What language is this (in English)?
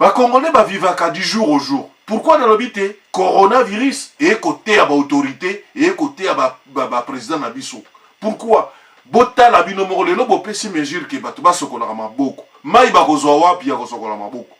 Lingala